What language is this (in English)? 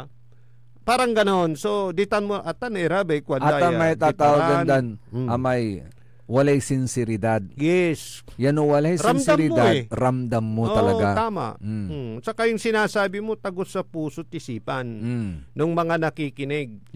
Pangasinan